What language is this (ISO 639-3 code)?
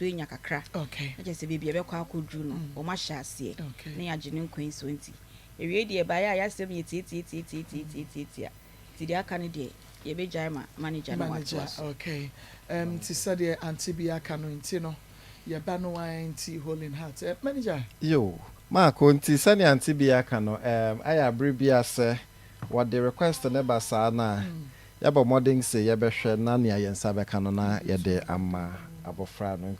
aka